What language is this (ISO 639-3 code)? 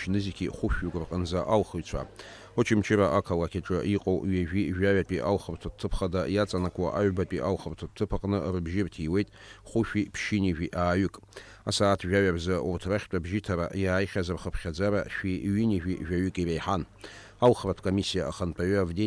abk